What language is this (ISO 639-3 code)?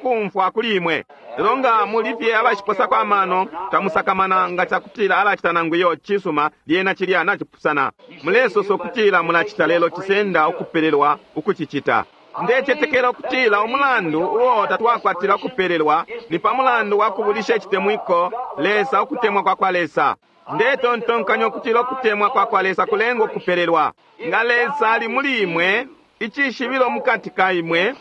bem